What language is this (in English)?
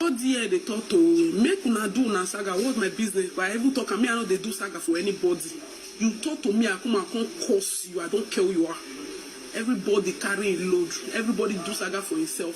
Nigerian Pidgin